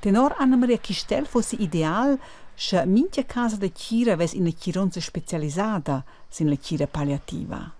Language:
Romansh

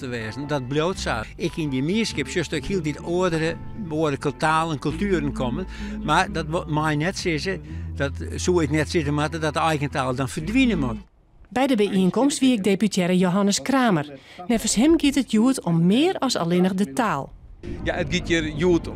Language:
Western Frisian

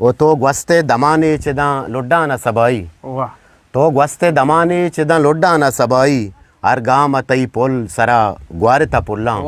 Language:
Eastern Balochi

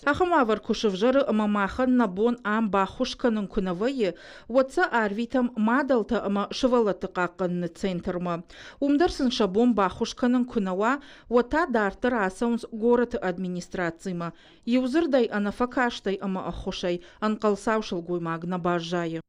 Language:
Ossetic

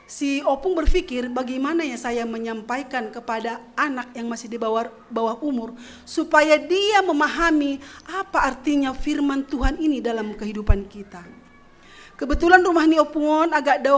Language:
Batak Simalungun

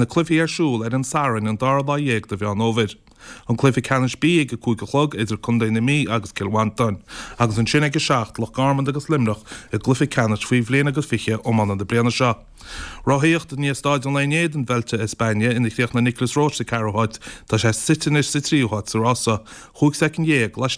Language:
Irish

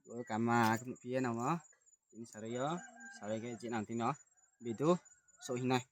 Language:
Riang (India)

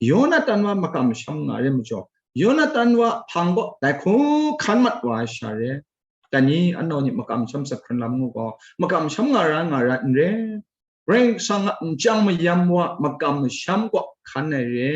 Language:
Kachin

